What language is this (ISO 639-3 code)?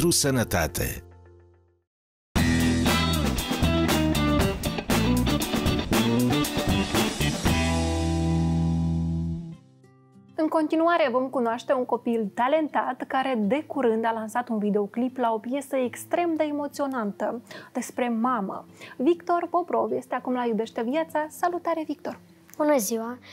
ron